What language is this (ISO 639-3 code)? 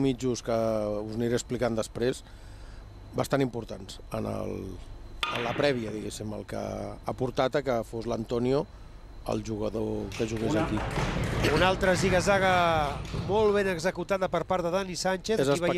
cat